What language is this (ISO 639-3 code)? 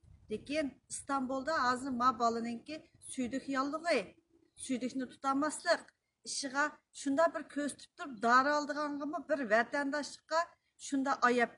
uig